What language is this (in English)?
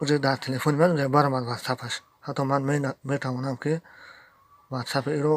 Tajik